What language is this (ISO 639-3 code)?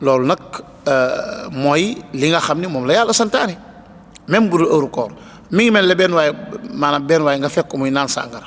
wol